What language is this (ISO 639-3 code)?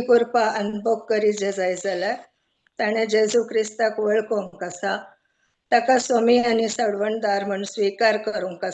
kok